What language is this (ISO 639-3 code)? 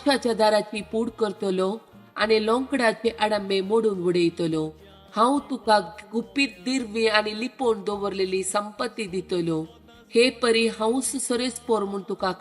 kok